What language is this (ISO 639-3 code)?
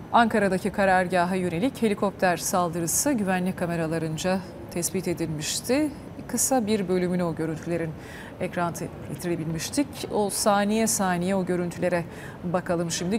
tur